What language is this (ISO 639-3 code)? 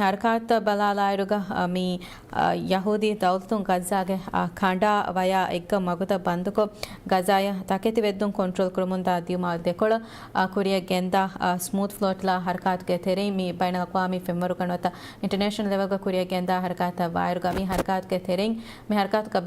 div